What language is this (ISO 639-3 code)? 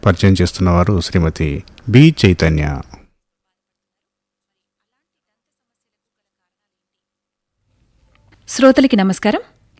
tel